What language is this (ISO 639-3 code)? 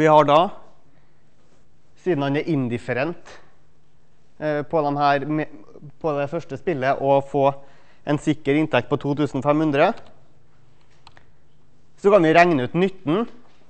nor